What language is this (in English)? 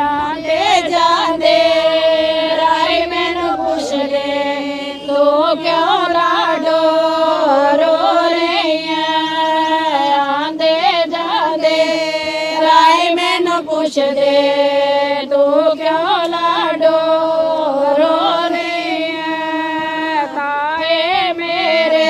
Dogri